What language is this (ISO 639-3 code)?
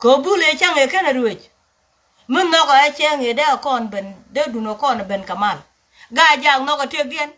nus